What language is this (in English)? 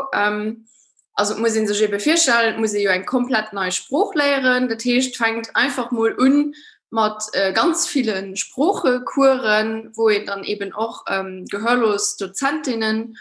Luxembourgish